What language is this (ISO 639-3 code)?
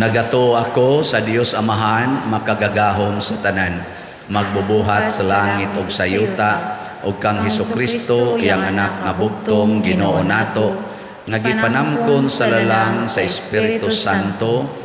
ceb